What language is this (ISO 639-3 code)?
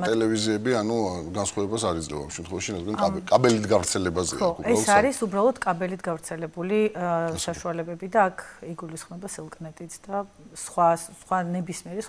kat